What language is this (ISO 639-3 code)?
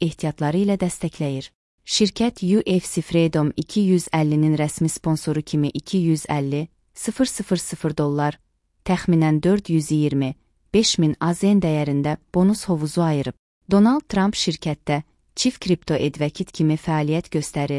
aze